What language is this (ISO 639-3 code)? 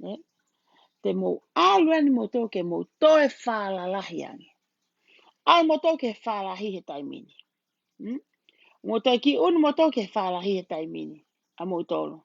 ton